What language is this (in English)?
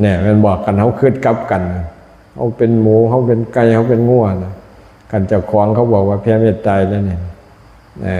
Lao